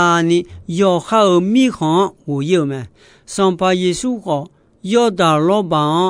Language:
Akha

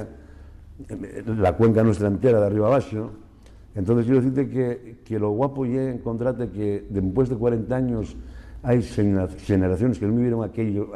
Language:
Asturian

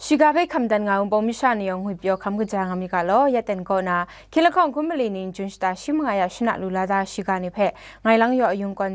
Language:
Kachin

